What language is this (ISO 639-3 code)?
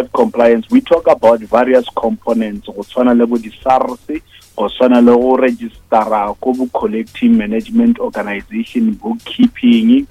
nso